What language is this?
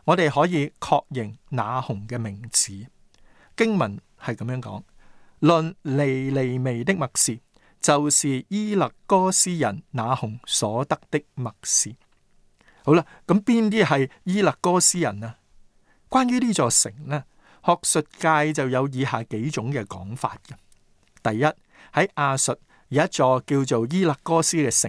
Cantonese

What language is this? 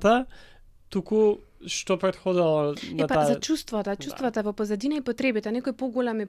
Macedonian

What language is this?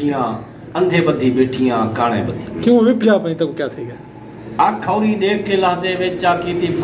Saraiki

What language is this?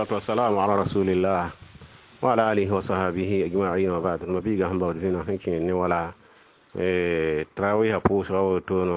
Mossi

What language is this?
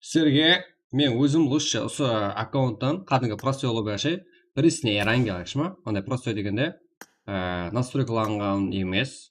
Kara-Kalpak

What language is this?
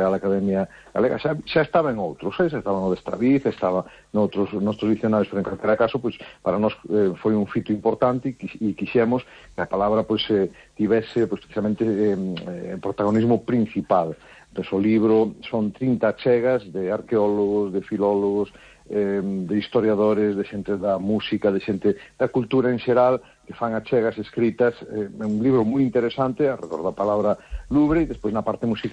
Galician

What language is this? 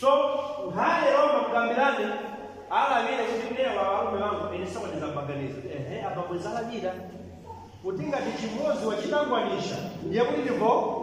Nyanja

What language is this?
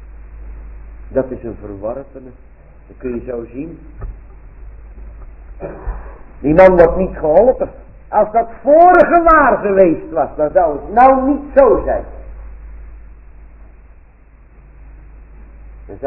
Dutch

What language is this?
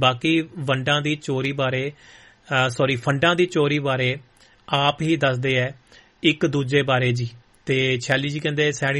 Punjabi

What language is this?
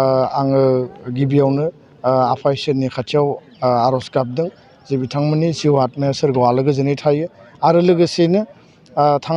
Bodo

